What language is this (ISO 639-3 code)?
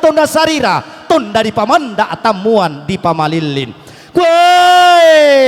sda